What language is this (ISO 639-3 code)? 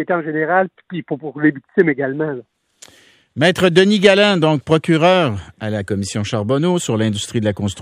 fra